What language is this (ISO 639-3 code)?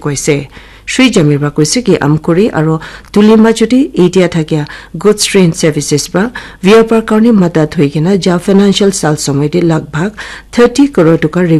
nag